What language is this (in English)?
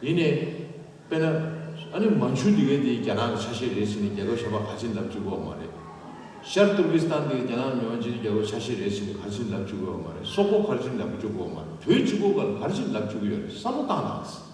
Tibetan